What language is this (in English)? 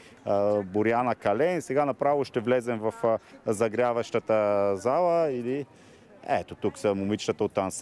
Bulgarian